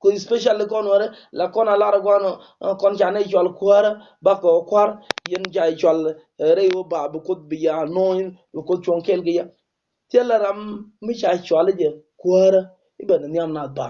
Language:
Nuer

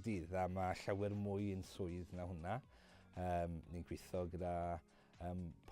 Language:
Welsh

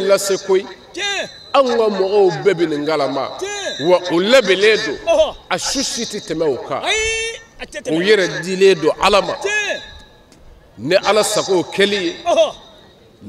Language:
Bambara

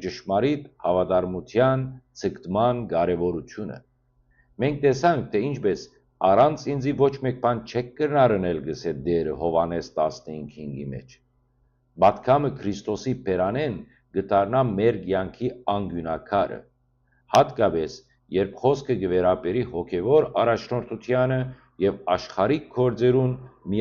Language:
Western Armenian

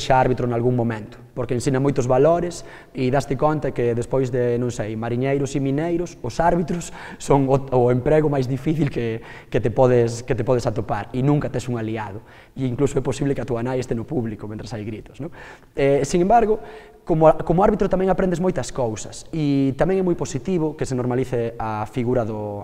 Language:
Galician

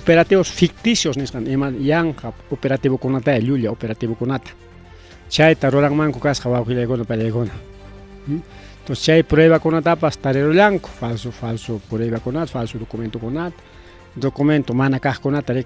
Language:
Ayacucho Quechua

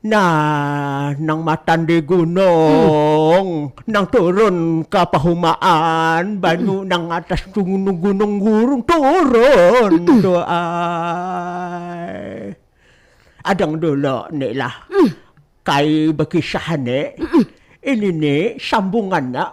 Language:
Banjar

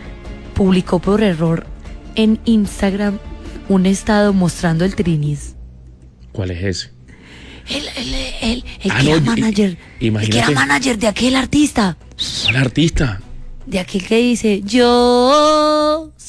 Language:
Spanish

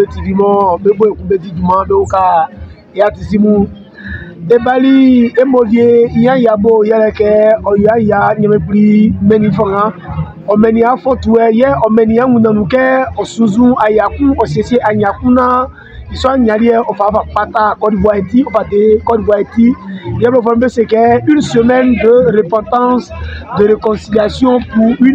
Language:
Baoulé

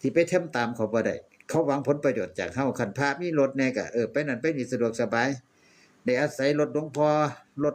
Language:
Northeastern Thai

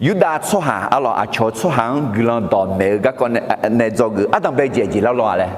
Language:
Akha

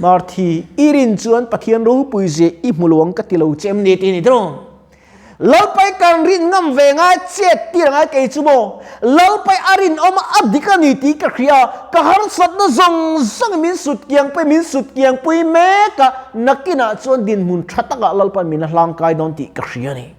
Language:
Mizo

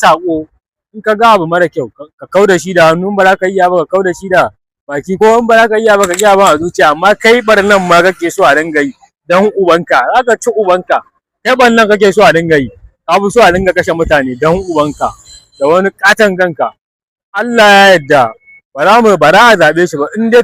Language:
Hausa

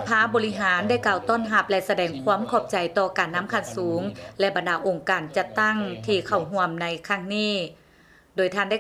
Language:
Lao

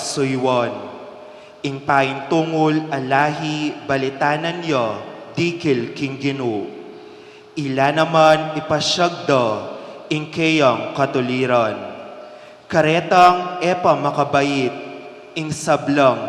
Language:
Pampanga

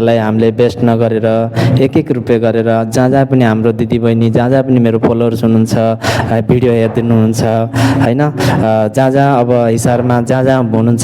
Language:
Nepali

